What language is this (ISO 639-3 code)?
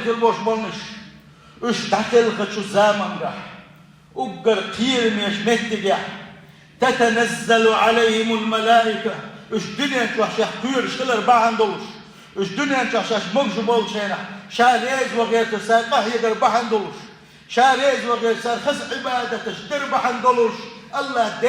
che